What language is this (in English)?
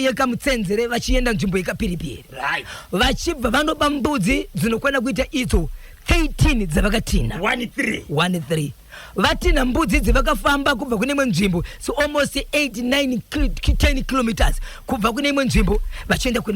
Shona